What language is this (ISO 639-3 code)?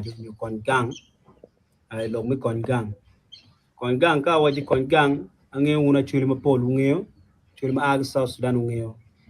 ach